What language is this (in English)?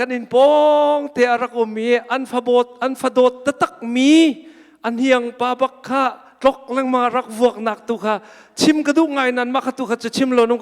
Hakha Chin